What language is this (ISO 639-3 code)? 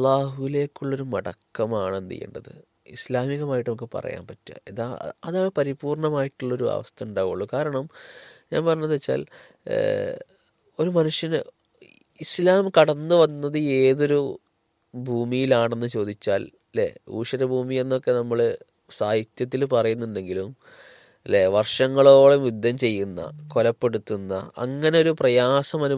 mal